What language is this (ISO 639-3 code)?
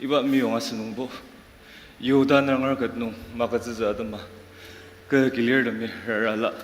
njo